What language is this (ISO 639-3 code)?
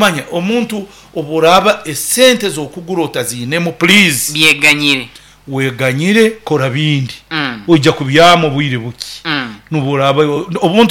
nyo